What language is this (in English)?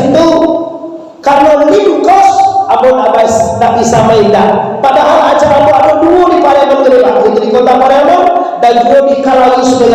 Minangkabau